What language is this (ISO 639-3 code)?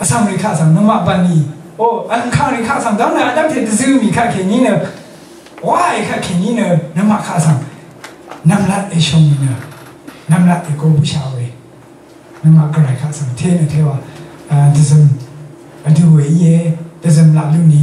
raw